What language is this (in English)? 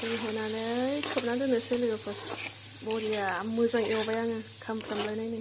Bodo